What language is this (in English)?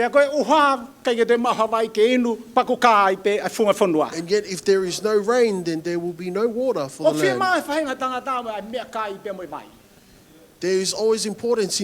Tongan